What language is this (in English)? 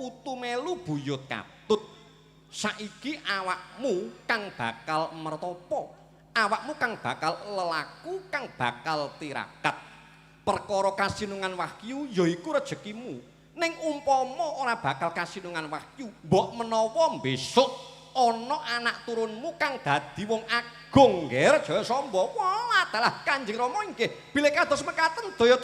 Javanese